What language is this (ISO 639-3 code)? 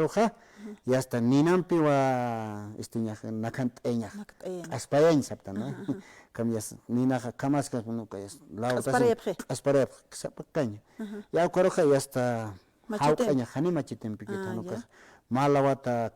aym